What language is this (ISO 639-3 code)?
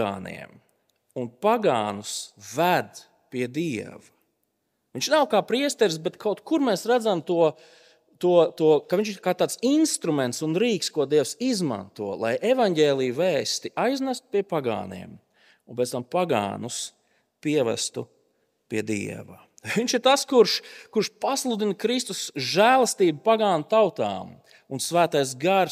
lav